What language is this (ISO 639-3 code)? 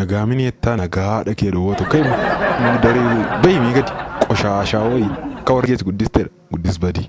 orm